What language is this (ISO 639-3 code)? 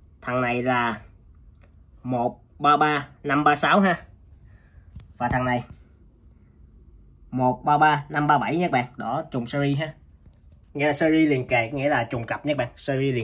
vie